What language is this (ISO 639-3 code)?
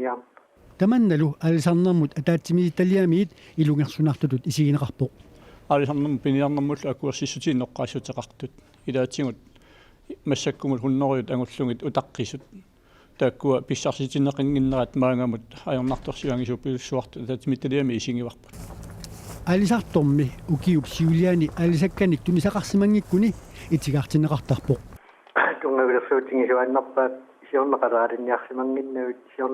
kal